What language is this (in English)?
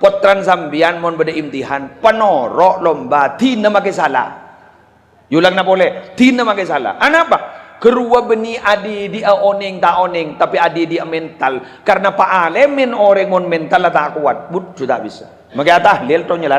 Madurese